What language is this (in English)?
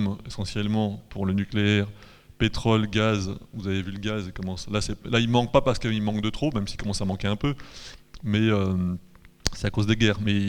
French